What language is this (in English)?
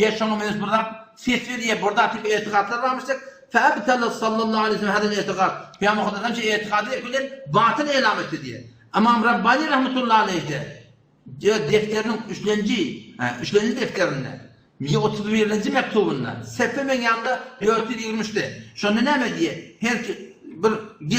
Turkmen